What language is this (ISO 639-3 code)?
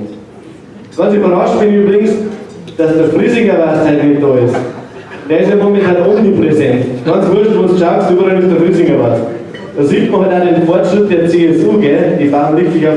bar